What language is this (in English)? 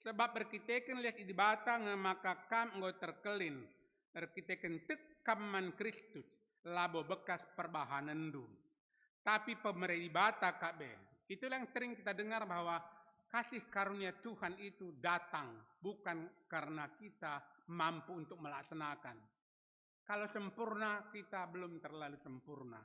Batak Karo